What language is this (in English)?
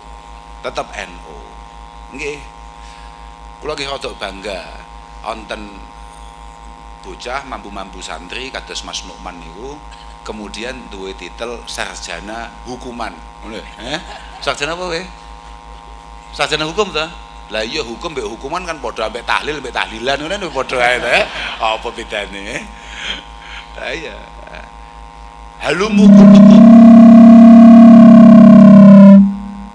Javanese